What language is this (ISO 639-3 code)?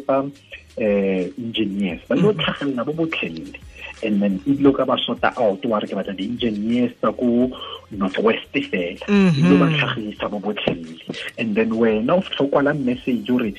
tsn